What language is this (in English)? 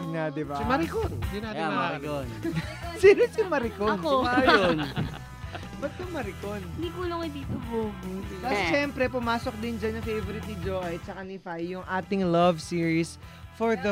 Filipino